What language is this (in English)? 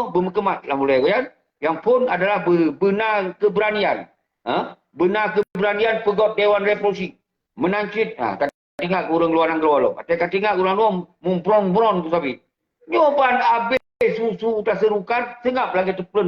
Achinese